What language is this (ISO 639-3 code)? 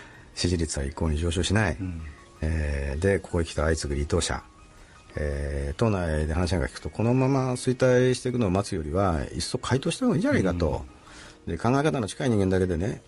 jpn